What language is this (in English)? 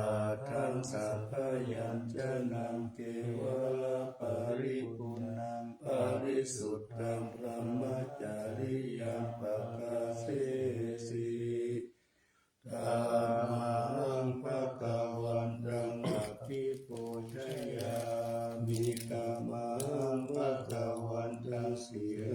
Pali